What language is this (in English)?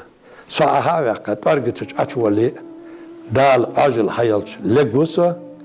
Ingush